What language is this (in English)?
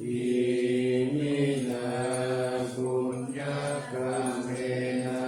Pali